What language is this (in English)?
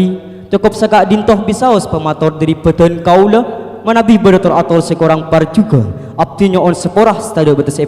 Madurese